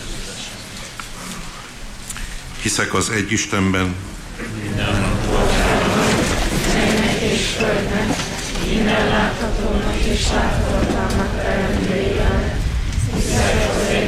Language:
Hungarian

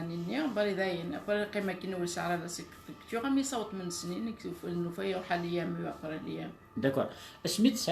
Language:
Kabyle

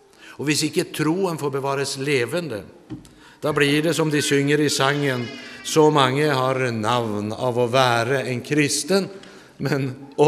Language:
Norwegian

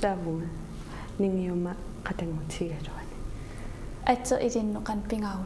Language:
Kalaallisut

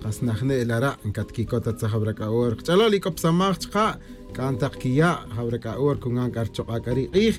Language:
Tz'utujil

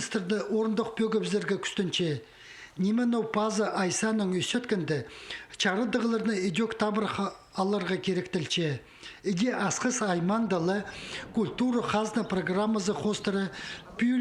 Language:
Khakas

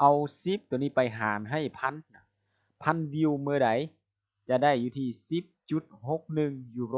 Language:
Lao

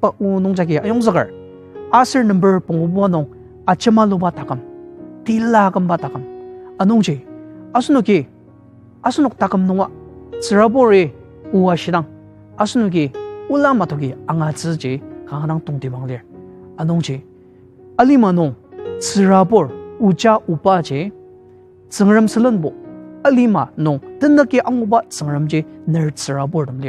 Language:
Ao Naga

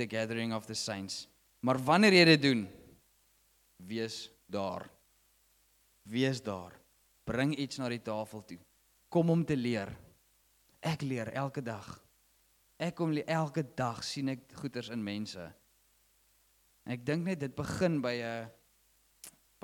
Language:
Afrikaans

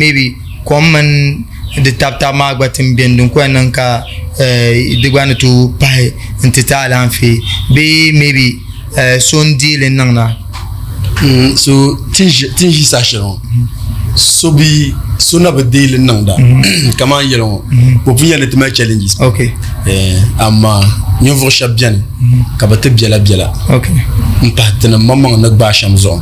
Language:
Dagbani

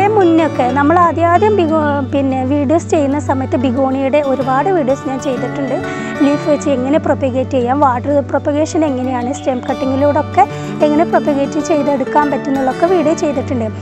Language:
Malayalam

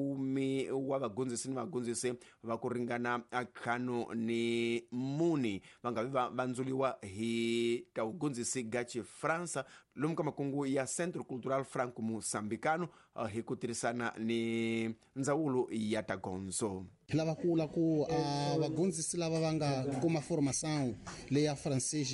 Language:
Tsonga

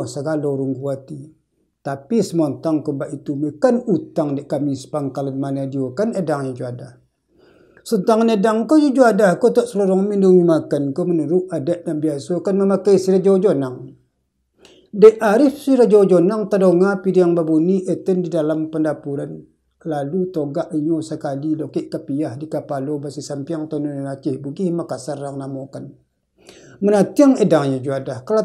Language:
Minangkabau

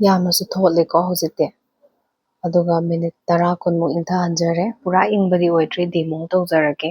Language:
Manipuri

